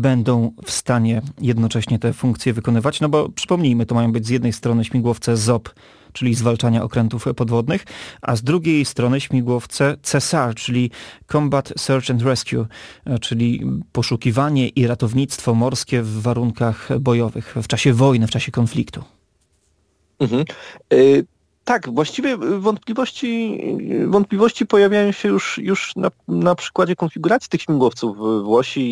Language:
Polish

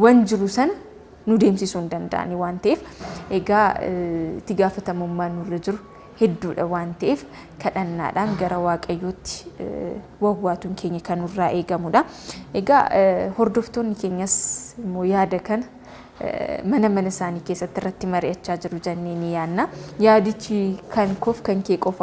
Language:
Oromo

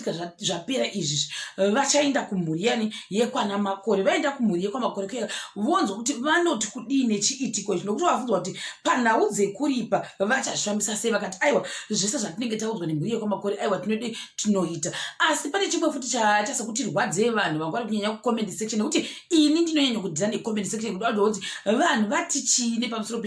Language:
Shona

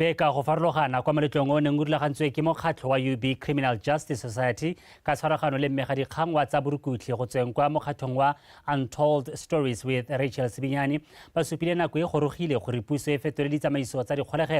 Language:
Tswana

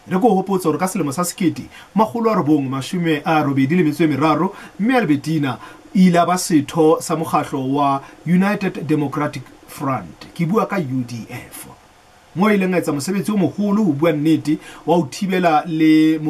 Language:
Southern Sotho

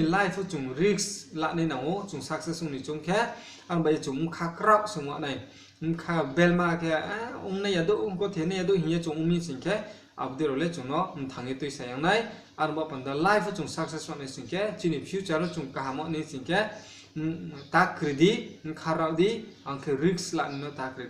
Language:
Riang (India)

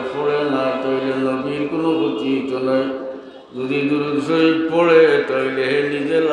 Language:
Sylheti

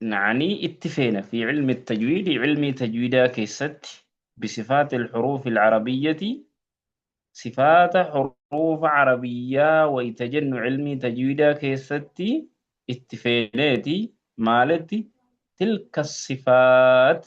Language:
Oromo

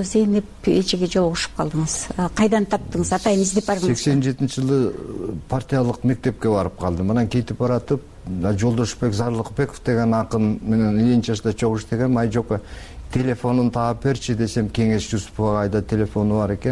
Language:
Kyrgyz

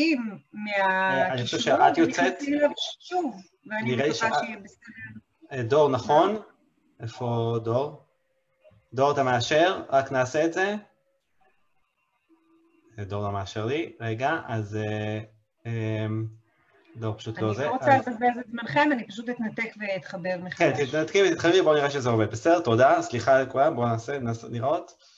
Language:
Hebrew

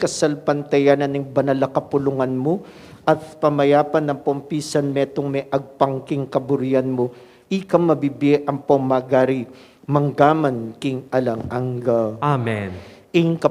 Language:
Pampanga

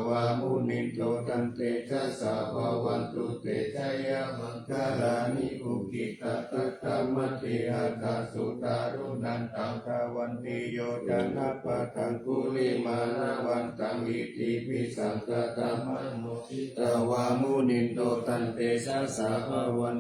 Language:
Pali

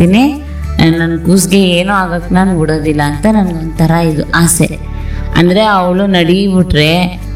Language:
Kannada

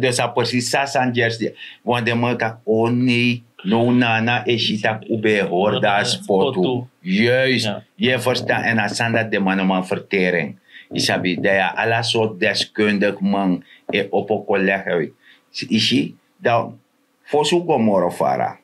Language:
Sranan Tongo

